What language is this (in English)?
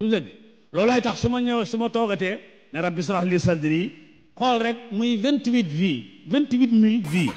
Wolof